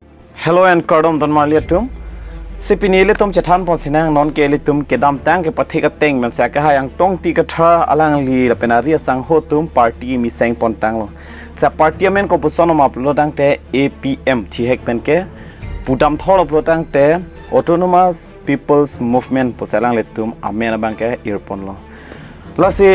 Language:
Karbi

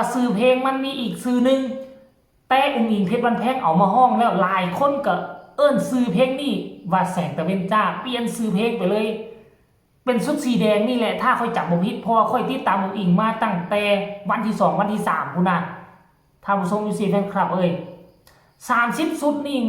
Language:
Northeastern Thai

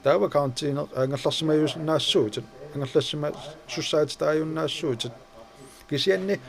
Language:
Kalaallisut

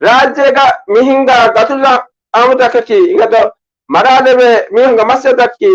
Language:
Divehi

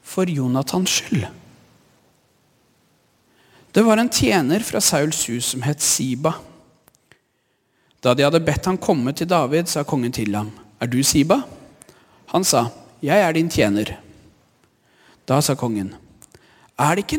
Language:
Norwegian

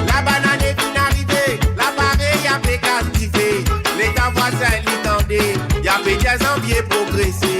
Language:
Morisyen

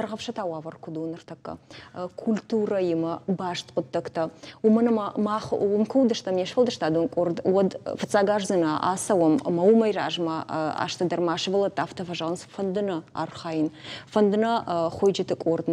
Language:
Ossetic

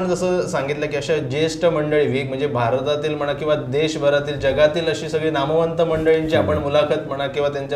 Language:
Marathi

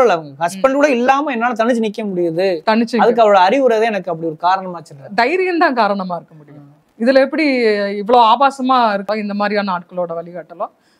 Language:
Tamil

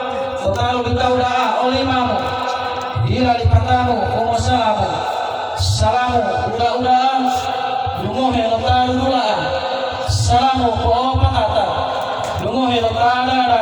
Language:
Gorontalo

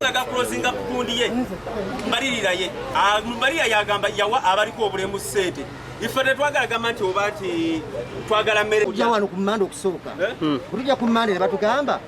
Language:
Ganda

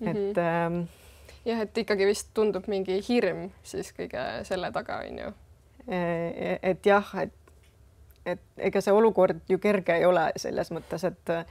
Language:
Estonian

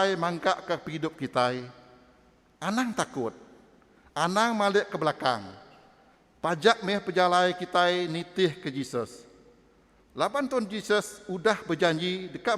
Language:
Iban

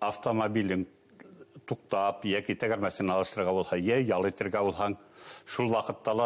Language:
Bashkir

